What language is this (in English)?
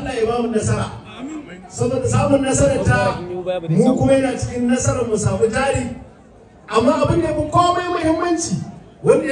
Hausa